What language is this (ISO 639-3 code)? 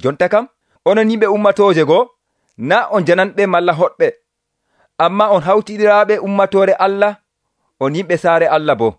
fuv